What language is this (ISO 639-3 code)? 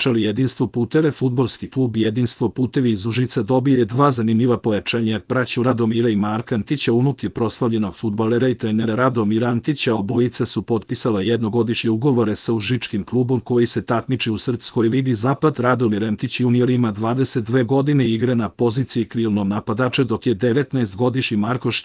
srp